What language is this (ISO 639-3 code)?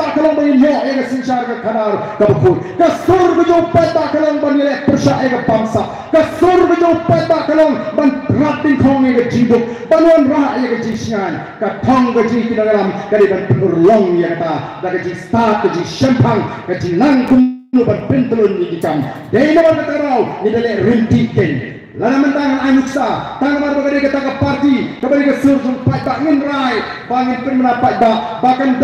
kha